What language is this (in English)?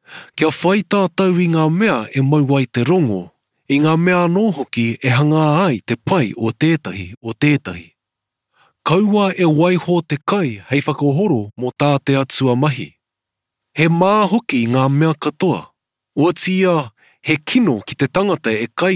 Māori